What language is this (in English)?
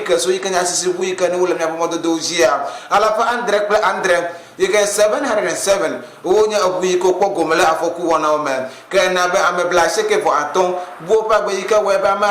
Ewe